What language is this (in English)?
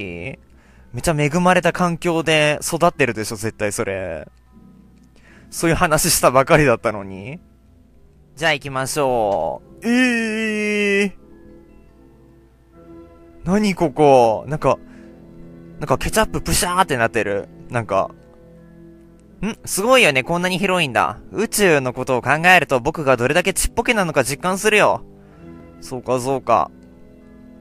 Japanese